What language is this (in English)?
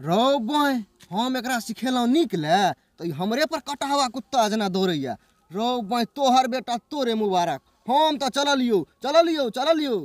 Maithili